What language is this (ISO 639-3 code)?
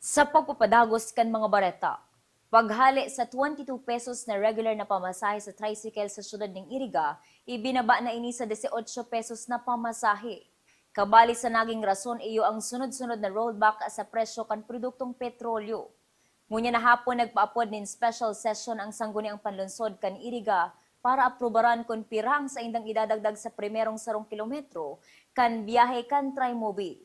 bik